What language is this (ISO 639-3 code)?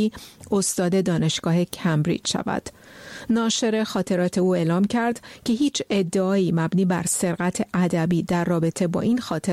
fas